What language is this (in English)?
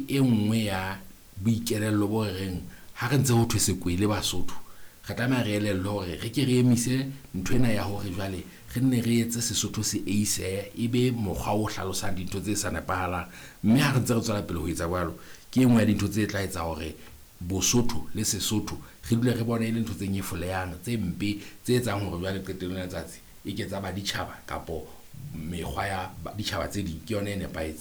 Southern Sotho